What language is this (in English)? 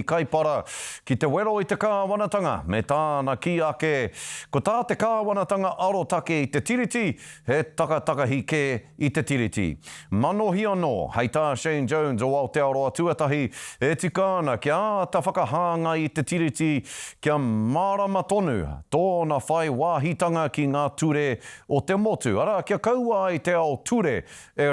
Māori